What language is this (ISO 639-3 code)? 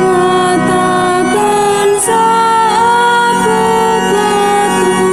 btx